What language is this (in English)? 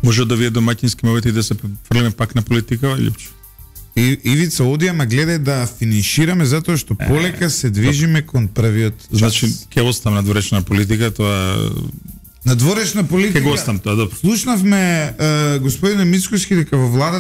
Macedonian